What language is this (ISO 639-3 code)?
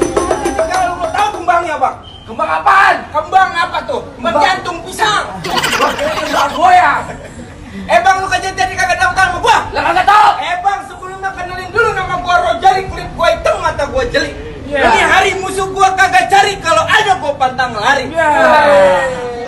bew